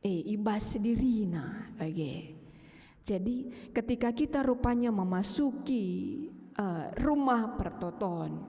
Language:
Batak Karo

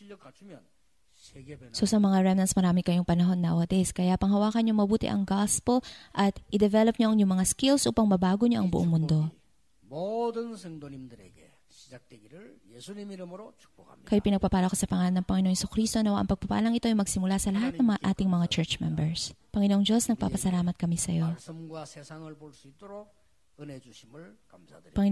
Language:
Filipino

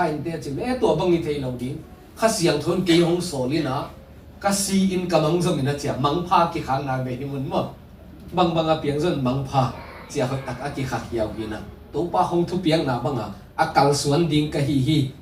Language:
Tedim Chin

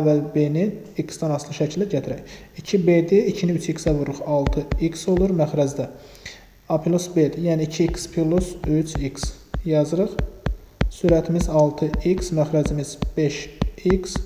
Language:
Azerbaijani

